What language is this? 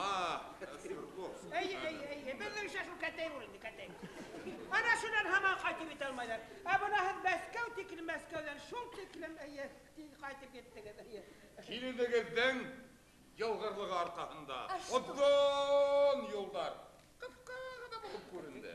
Bashkir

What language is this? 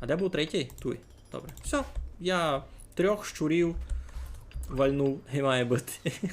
Rusyn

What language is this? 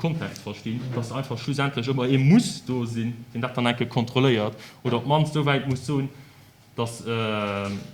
Luxembourgish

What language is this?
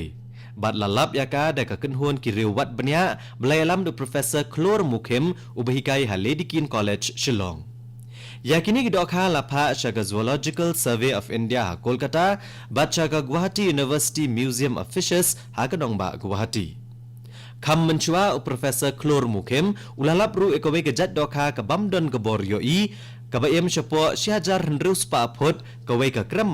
Khasi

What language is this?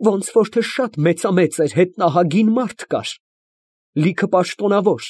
Armenian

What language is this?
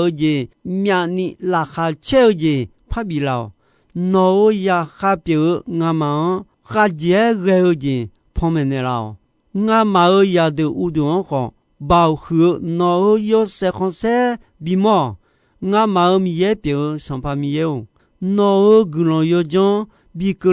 Akha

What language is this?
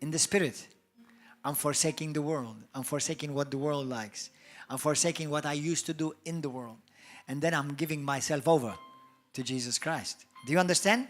English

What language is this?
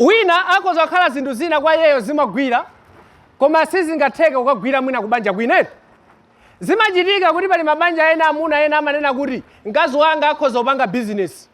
Nyanja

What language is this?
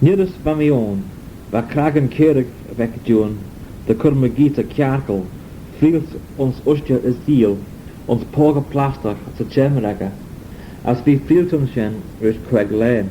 Manx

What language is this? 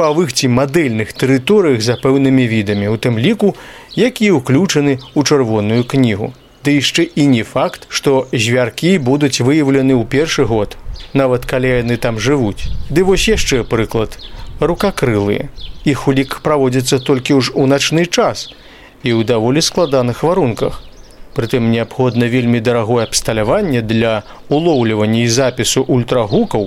Belarusian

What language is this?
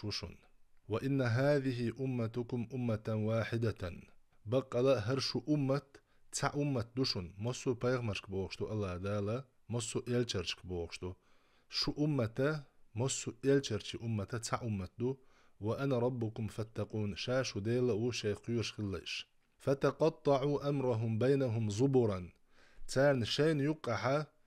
Chechen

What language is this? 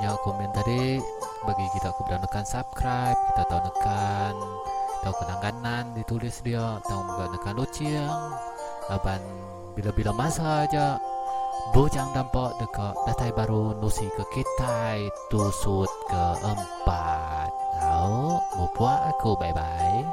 Iban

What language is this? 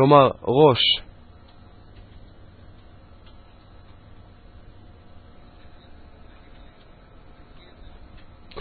Hebrew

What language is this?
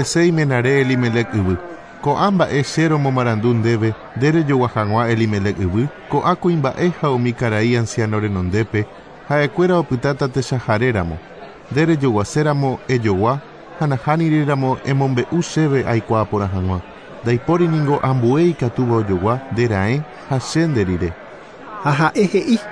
Guarani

